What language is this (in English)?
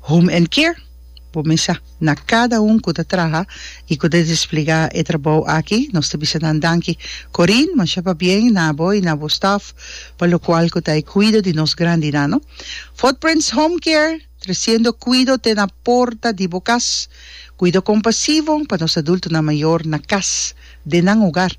Papiamento